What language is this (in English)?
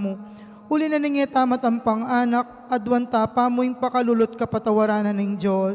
Pampanga